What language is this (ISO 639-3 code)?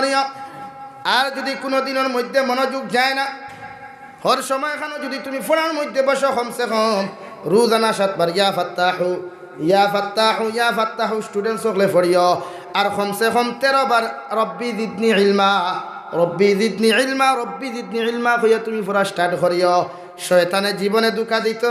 syl